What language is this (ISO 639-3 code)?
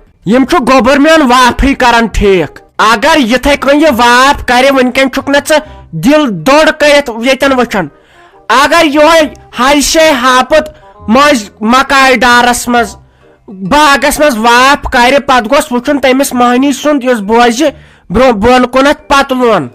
kas